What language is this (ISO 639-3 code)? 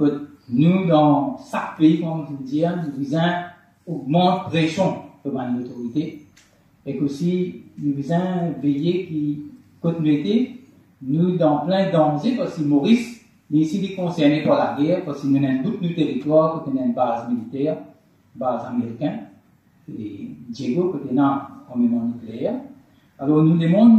mfe